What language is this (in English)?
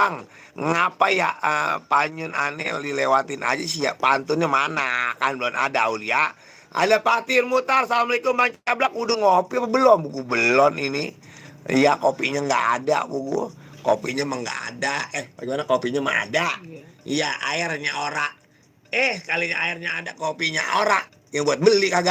Betawi